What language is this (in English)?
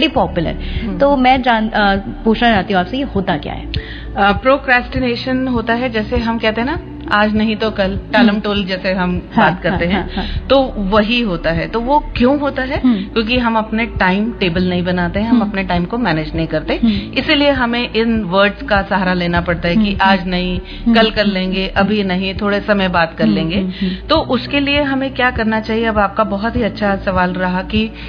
Hindi